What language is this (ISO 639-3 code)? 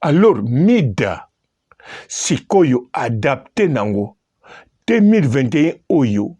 lin